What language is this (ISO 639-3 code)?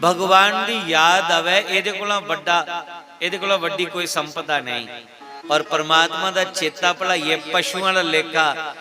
doi